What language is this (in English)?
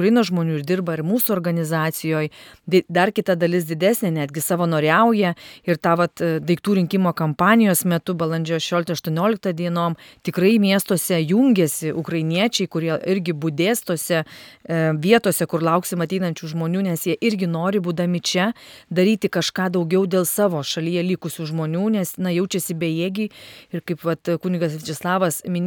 Lithuanian